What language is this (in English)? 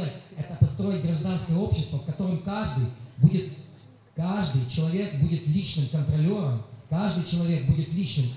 Russian